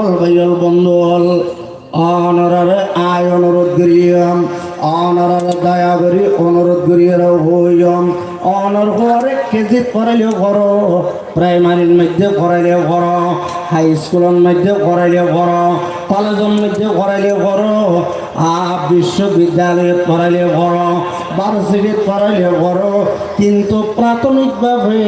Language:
Rohingya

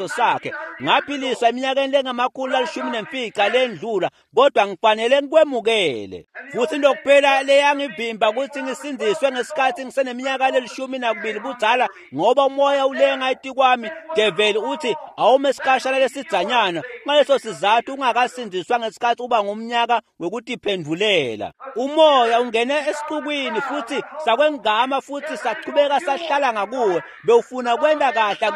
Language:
Swati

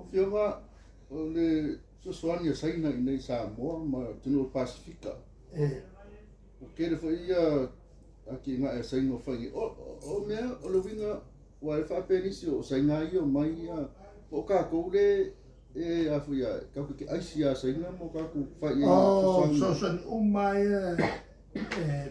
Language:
Samoan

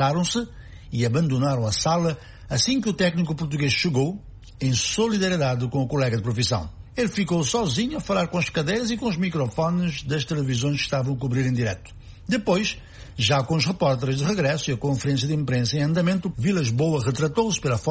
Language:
Portuguese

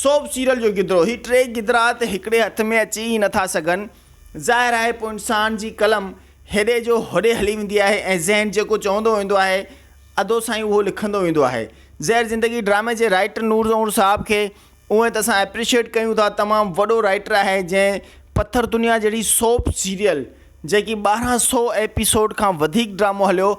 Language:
Sindhi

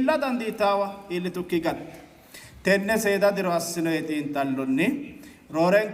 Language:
Sidamo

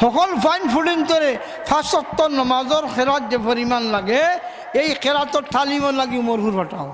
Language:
Sylheti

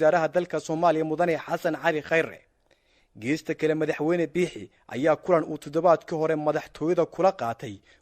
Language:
Somali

